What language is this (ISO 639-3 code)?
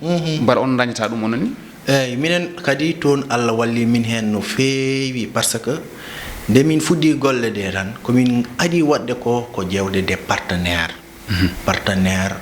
ful